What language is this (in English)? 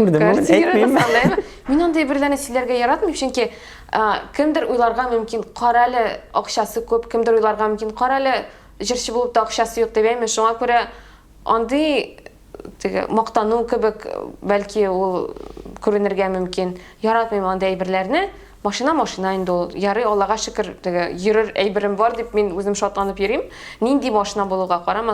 Tatar